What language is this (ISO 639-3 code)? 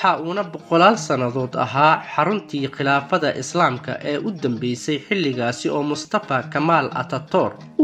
som